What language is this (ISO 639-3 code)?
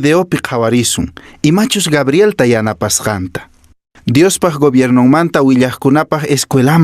que